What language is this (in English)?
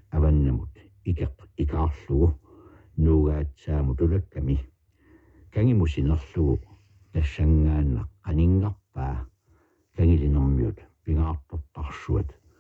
Kalaallisut